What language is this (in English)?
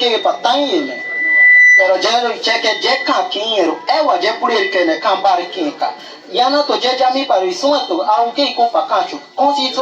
Bribri